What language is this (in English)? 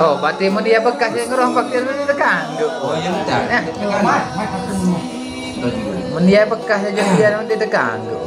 Sasak